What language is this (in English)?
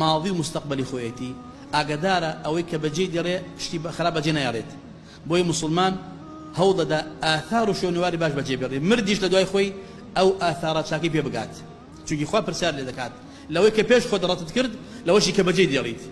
Central Kurdish